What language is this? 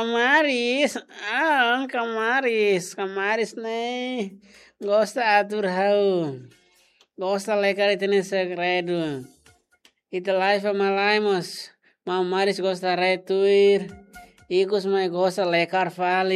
Tetum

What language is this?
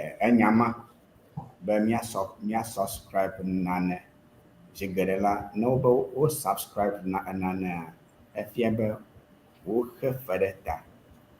Ewe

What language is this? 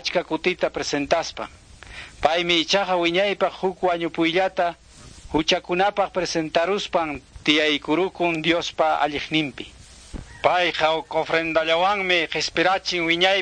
Quechua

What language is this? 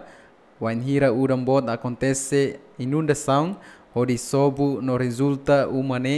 Tetum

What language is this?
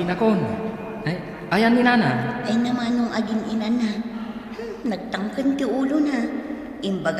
Iloko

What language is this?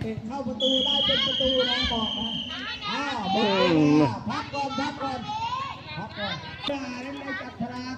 Lao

